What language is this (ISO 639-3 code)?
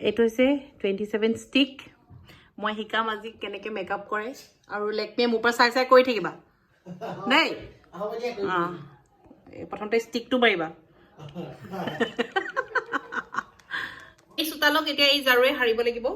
asm